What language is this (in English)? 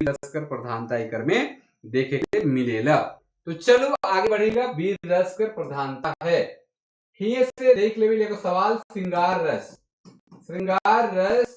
Sadri